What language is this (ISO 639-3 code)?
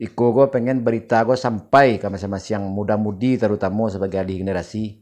min